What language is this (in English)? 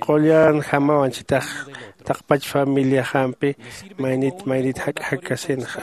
Aymara